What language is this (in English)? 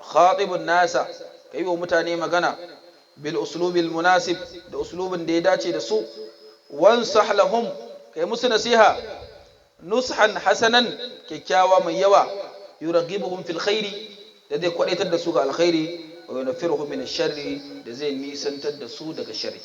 Hausa